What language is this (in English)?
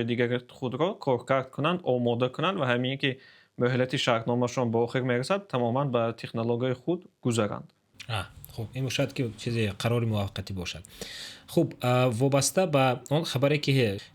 Tajik